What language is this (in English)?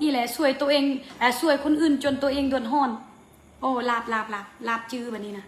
Northeastern Thai